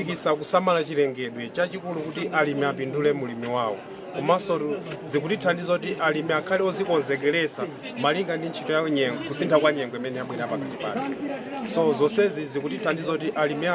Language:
Nyanja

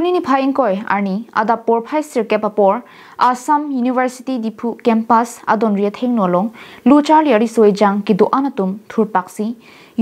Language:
Karbi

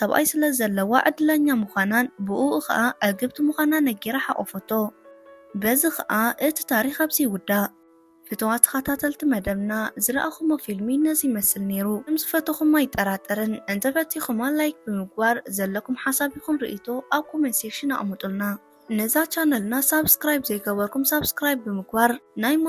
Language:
Tigrinya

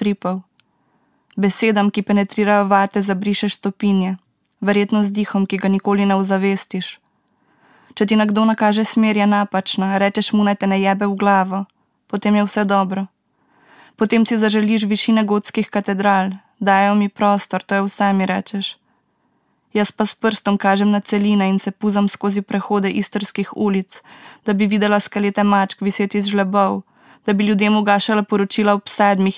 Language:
Slovenian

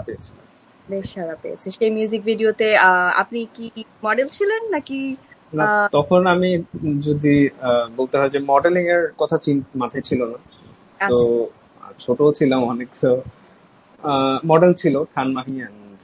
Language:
Bangla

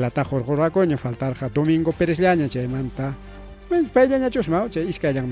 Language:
Ayacucho Quechua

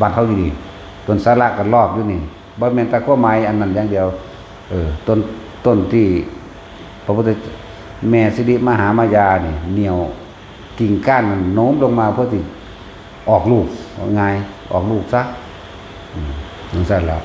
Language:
Lao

